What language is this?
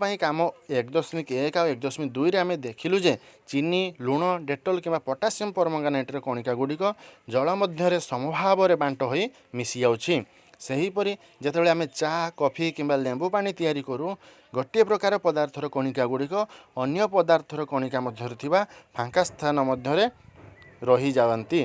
Odia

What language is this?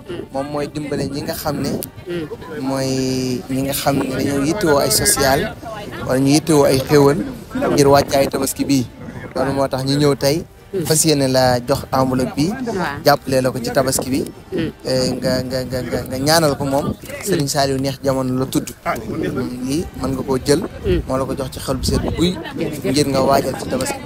Wolof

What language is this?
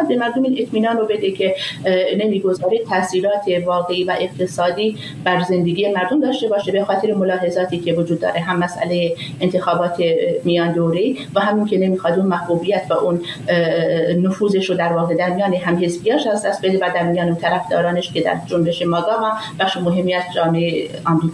Persian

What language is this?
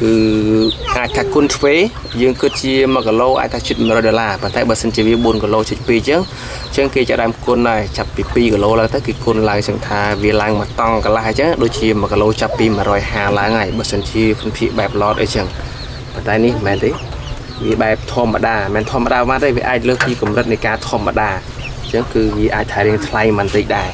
Khmer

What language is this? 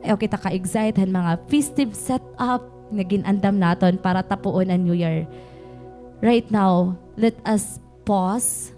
Waray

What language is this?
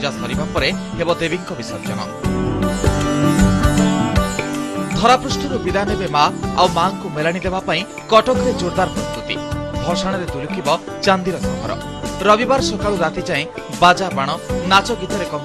Odia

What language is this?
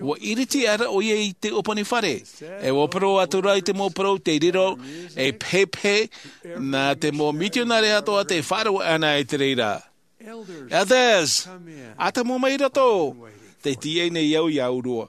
Tahitian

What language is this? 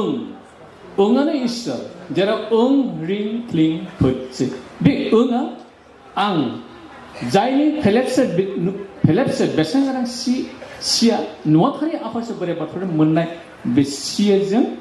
Bodo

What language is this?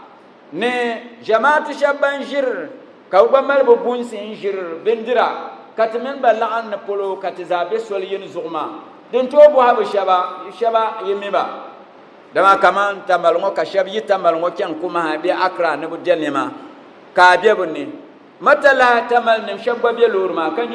Dagbani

